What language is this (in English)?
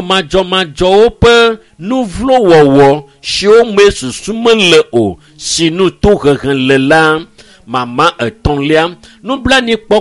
Ewe